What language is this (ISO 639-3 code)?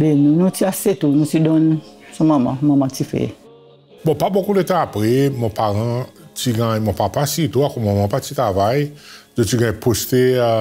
crs